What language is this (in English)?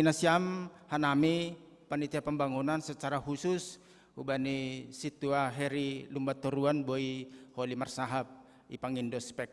Batak Simalungun